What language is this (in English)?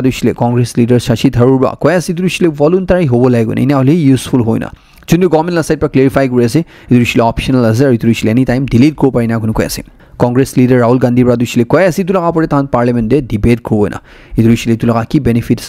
Naga Pidgin